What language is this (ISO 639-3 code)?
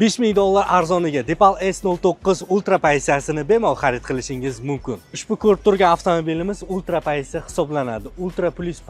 uzb